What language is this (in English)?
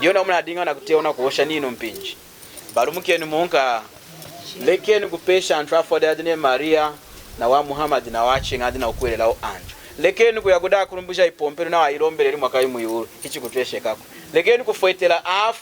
Lunda